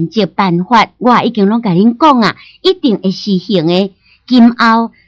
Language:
Min Nan Chinese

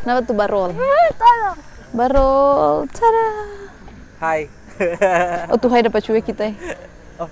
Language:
Manado Malay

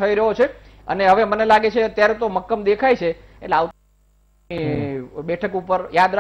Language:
Gujarati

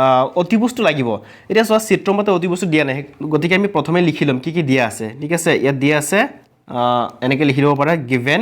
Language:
Assamese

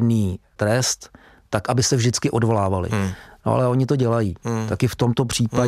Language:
Czech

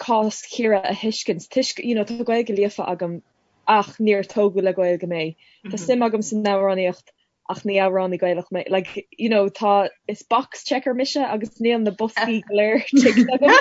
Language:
Irish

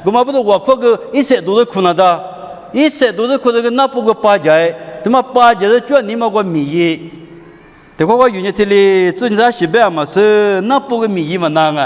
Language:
Lisu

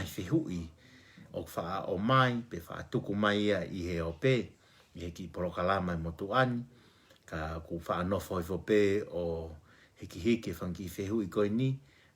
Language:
Tongan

